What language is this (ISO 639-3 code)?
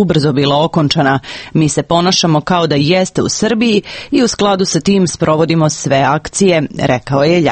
srp